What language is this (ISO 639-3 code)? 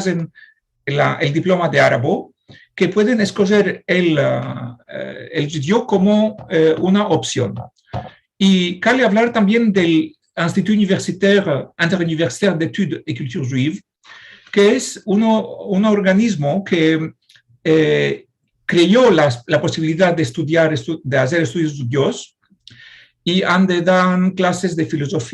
lad